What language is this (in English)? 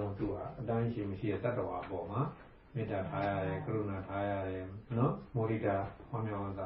Burmese